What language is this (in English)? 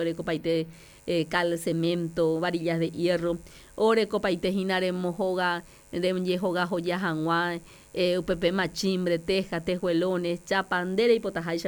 Guarani